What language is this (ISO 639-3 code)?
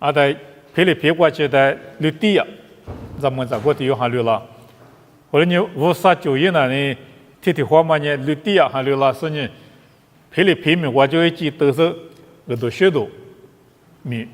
lis